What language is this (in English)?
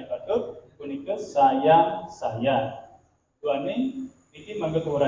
Balinese